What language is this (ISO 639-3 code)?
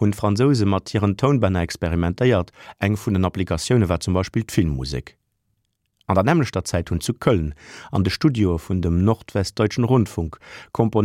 ltz